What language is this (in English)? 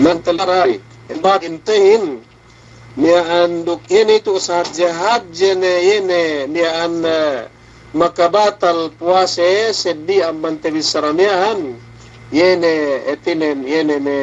Yakan